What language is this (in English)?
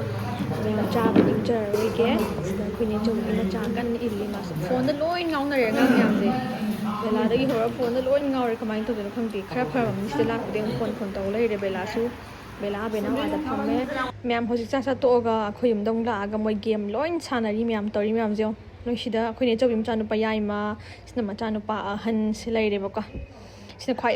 Manipuri